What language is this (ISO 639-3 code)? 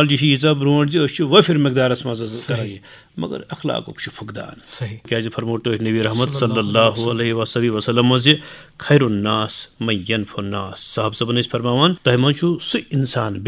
kas